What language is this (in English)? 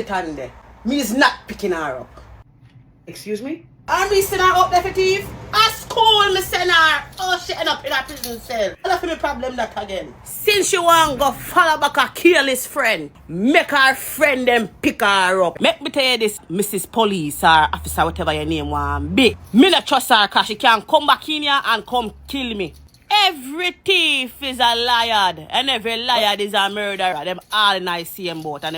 Jamaican Creole English